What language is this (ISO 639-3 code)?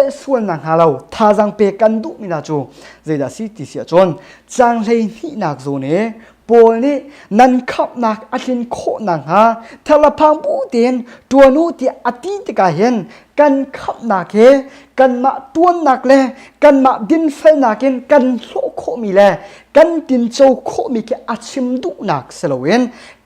cnh